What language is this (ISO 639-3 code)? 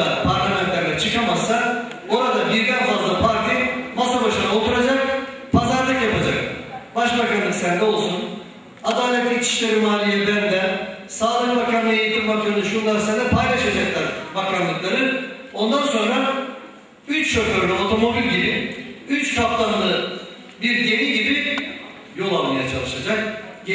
tur